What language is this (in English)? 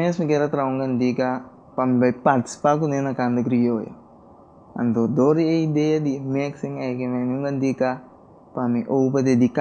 Papiamento